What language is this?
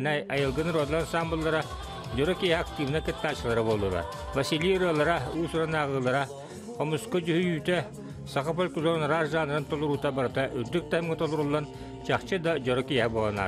Yakut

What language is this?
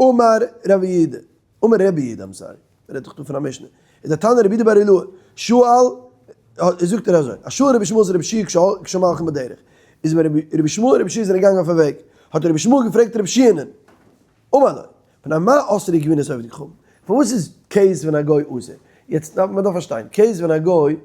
Yiddish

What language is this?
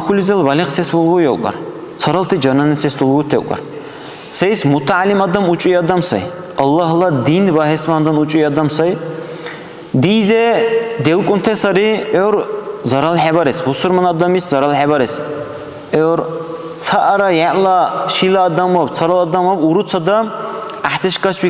Dargwa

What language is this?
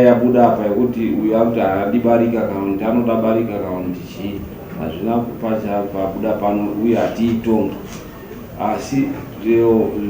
Shona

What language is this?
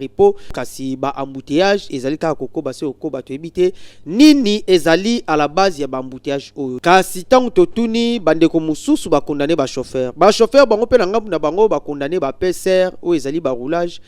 Lingala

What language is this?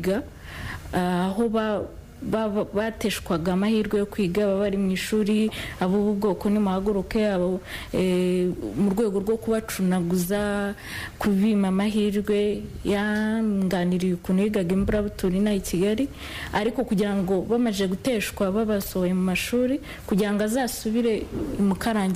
Kinyarwanda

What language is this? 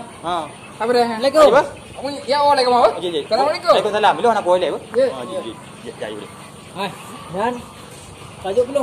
Achinese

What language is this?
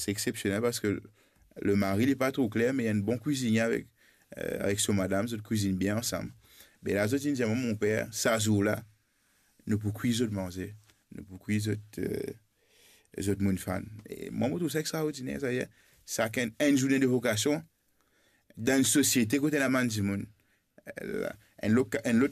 Morisyen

